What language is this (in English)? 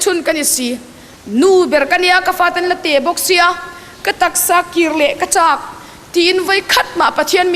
Hakha Chin